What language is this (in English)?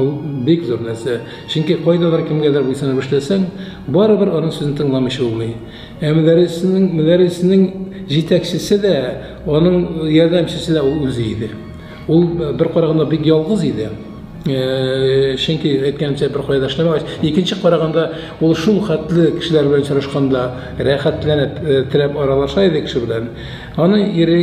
Tatar